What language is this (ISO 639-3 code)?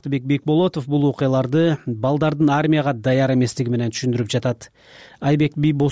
kir